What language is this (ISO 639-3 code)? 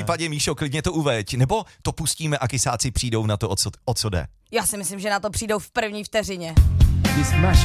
ces